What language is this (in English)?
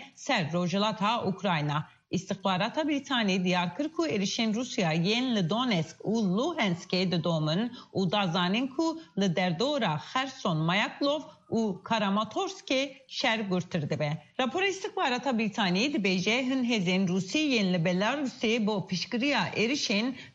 Kurdish